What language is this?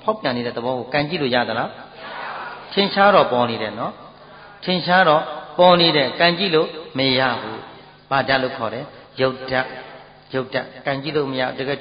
Burmese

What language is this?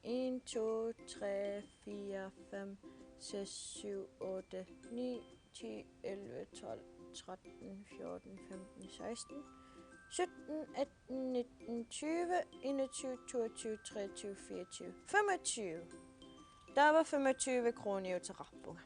Kalaallisut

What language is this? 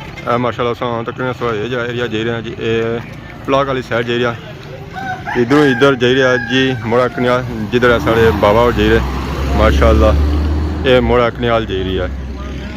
Pahari-Potwari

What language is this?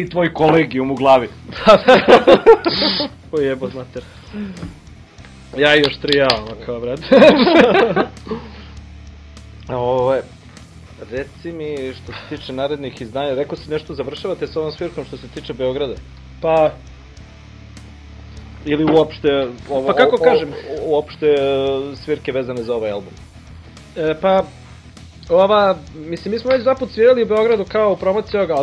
Serbian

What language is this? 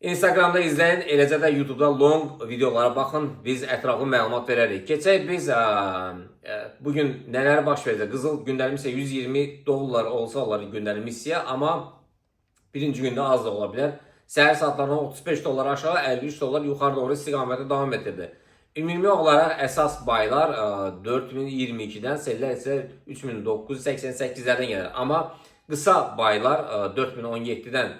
Azerbaijani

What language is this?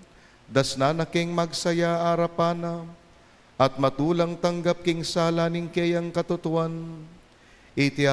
Pampanga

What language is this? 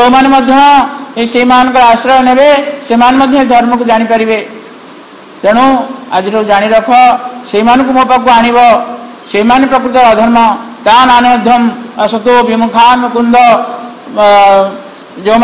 Odia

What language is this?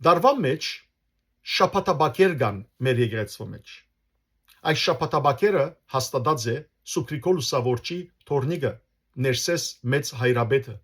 Western Armenian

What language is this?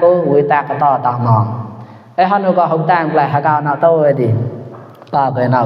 Mon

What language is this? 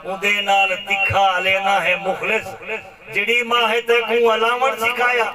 Saraiki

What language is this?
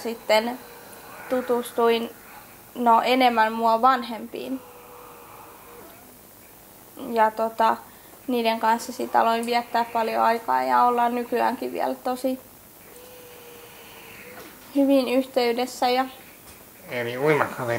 Finnish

